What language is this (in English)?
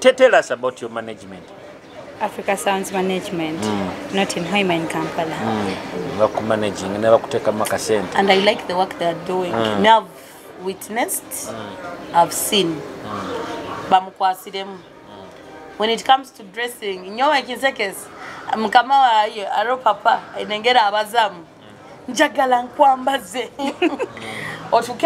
Nyoro